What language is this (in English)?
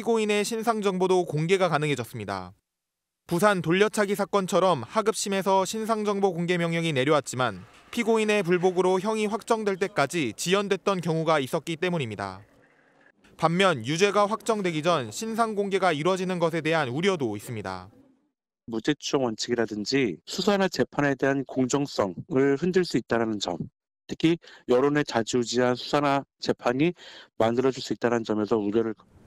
Korean